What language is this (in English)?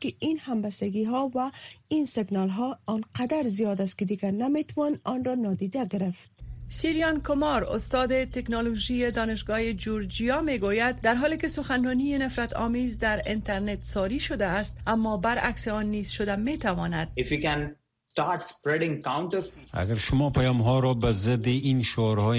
Persian